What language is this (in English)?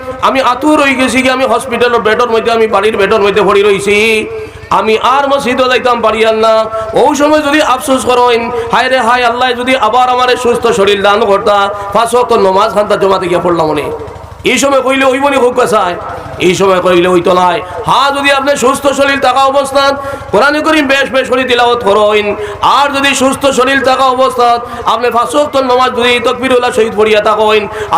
Sylheti